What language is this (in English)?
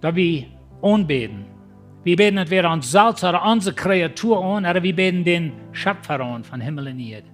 Plautdietsch